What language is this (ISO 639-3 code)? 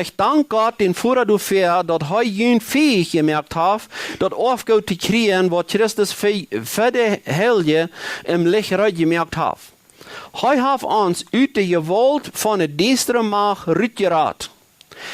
pdt